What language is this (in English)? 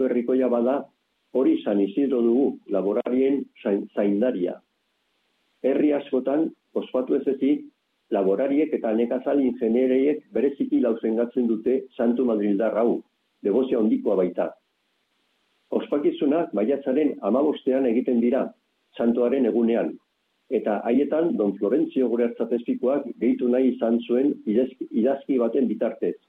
Basque